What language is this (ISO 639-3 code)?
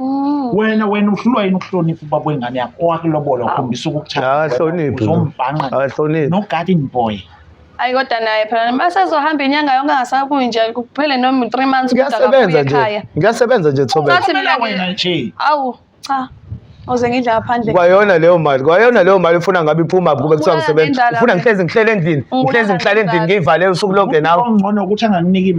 zul